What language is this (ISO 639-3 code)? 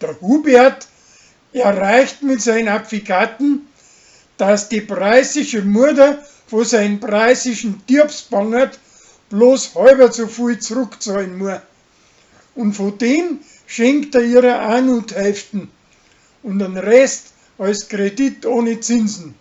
bar